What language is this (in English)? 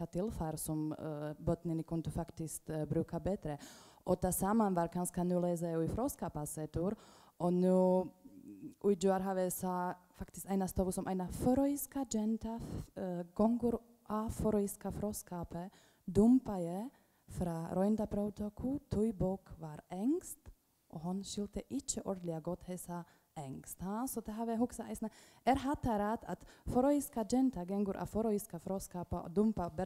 Faroese